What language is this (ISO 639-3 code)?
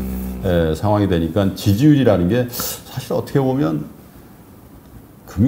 kor